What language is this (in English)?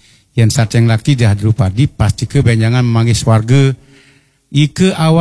Balinese